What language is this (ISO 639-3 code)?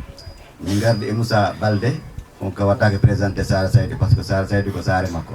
ful